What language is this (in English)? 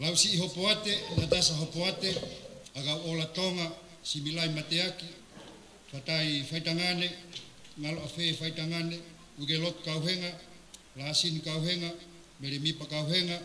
Tongan